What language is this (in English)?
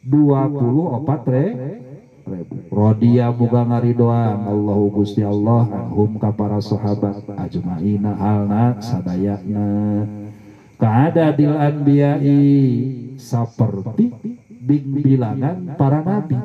Sundanese